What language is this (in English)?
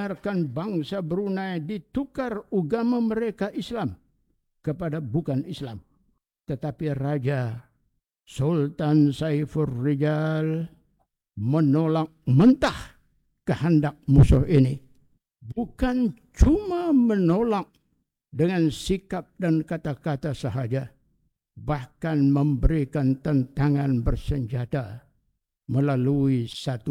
Malay